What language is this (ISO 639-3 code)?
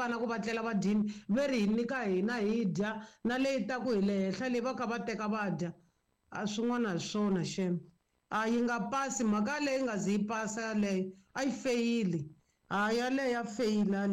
tso